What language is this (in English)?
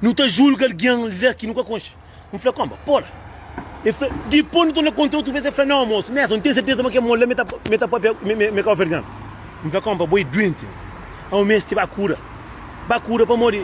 Kabuverdianu